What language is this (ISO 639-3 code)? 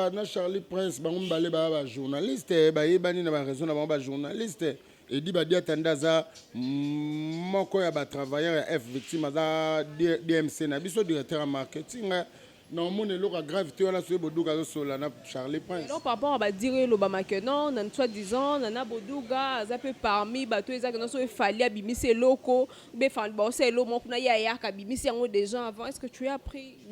lin